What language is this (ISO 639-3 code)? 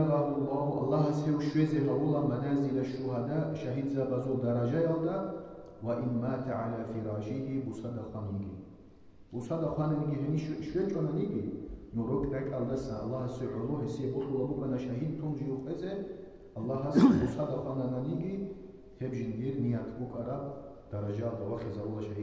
ava